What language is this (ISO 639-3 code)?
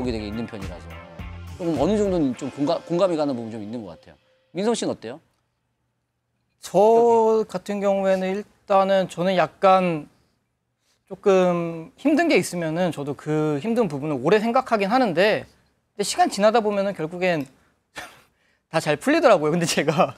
kor